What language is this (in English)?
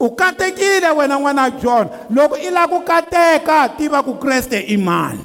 Tsonga